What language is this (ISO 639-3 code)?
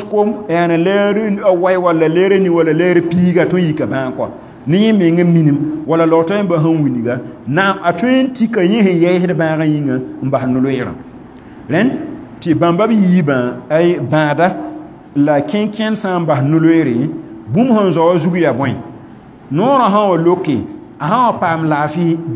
mos